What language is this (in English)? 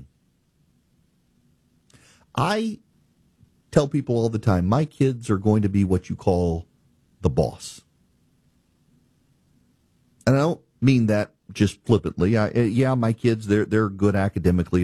English